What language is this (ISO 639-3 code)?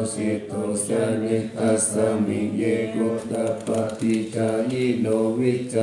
pli